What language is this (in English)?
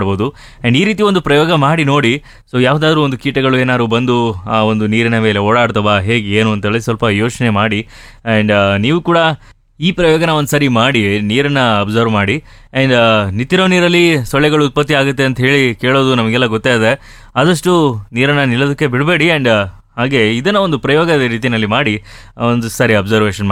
Kannada